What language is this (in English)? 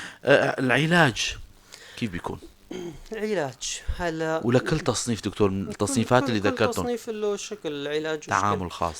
North Levantine Arabic